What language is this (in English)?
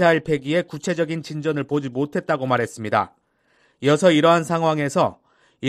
Korean